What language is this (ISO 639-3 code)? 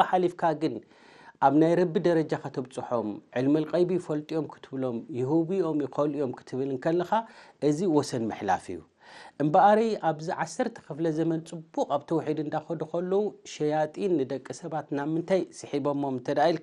tir